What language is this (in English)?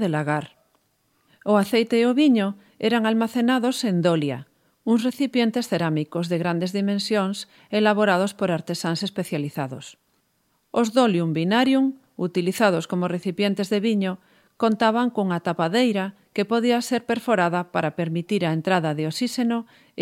Galician